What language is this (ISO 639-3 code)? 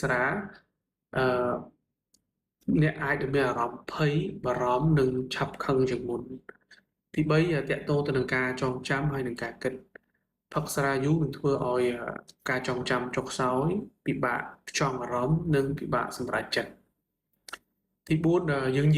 khm